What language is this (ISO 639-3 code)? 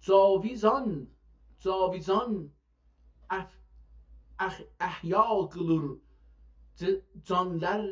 azb